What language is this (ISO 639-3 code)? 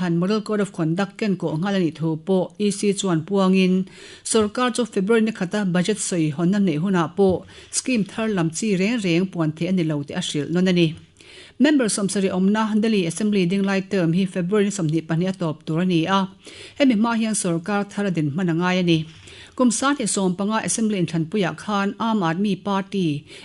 lus